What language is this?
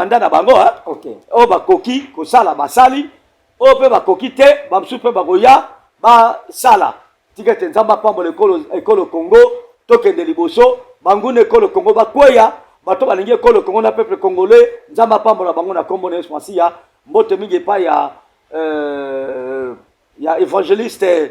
Lingala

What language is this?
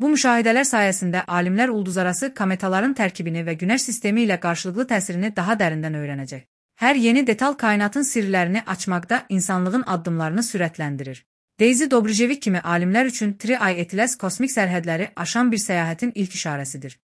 Azerbaijani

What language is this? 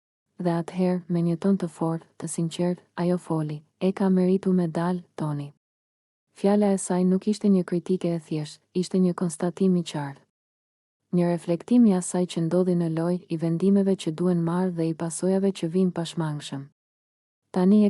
Albanian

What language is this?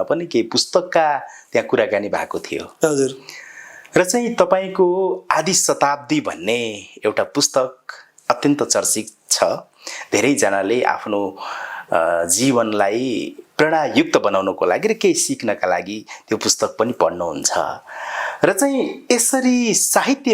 Nepali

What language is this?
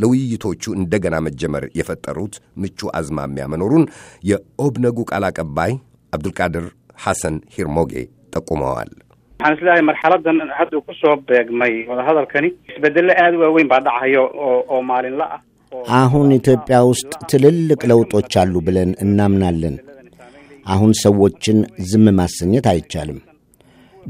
Amharic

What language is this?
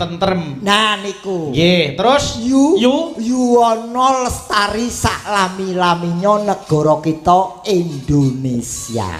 Javanese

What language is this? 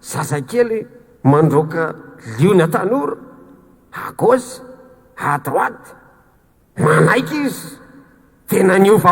Malagasy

